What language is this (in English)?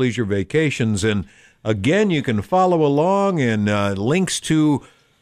English